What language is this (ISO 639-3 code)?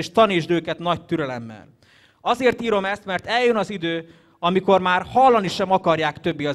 hun